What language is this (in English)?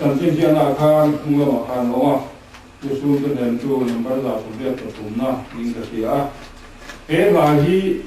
Mizo